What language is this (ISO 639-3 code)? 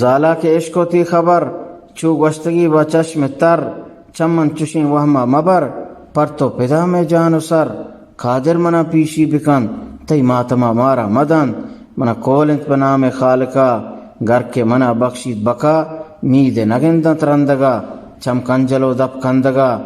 bgp